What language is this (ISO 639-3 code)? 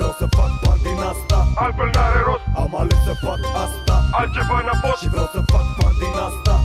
ron